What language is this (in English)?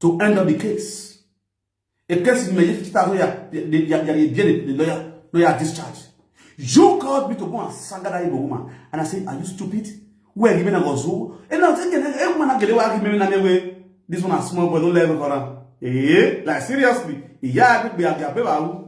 Nigerian Pidgin